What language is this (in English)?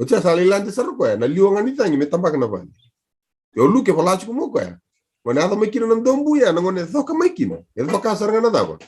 Fijian